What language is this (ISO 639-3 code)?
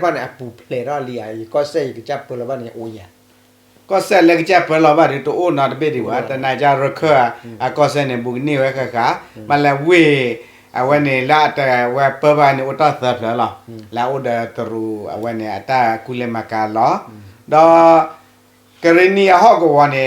ksw